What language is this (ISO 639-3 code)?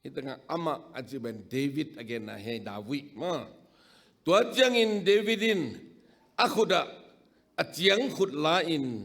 ctd